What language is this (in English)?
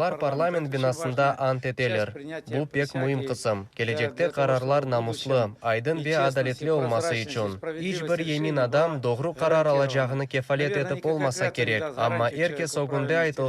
Crimean Tatar